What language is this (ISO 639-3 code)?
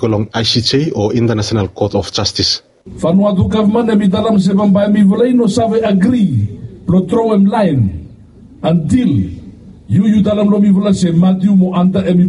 bis